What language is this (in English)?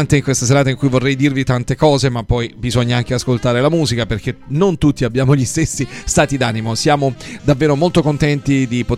Italian